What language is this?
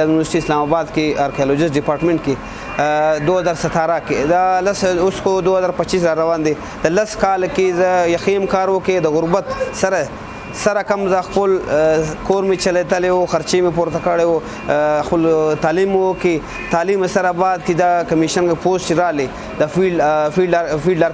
Pashto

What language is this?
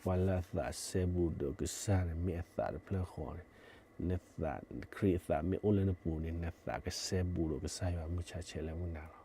S'gaw Karen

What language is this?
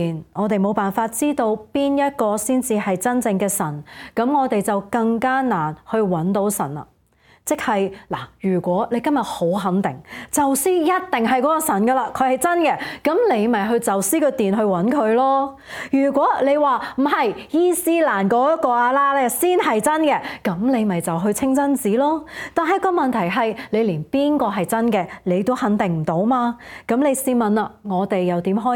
Cantonese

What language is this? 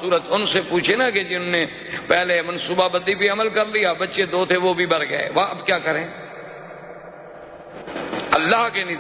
Urdu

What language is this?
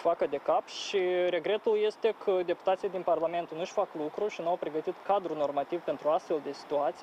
Romanian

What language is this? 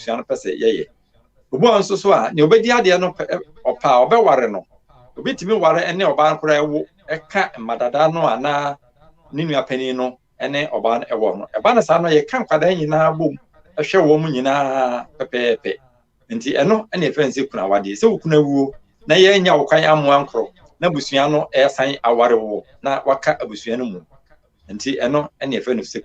Akan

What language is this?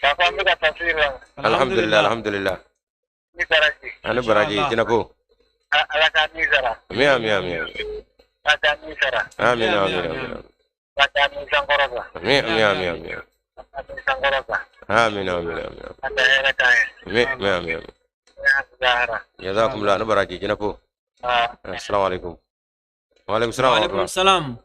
Bambara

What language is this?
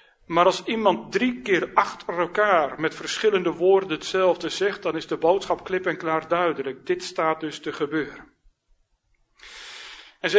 Dutch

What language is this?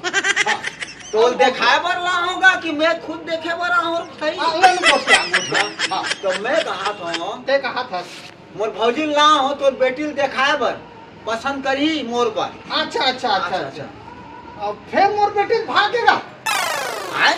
Chhattisgarhi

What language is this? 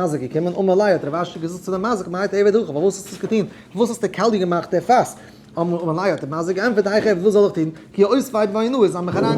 Yiddish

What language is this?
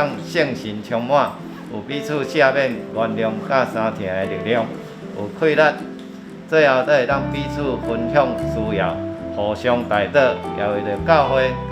Min Nan Chinese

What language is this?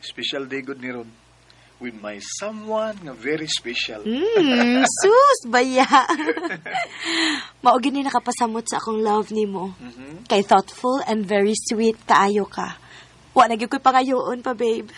Cebuano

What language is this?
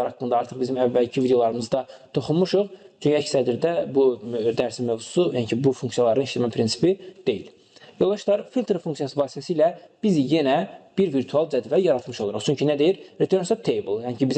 Azerbaijani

